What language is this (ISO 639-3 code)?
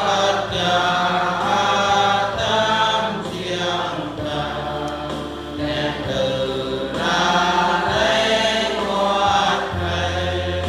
bru